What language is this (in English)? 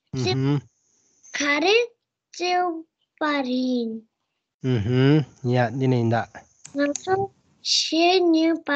Tibetan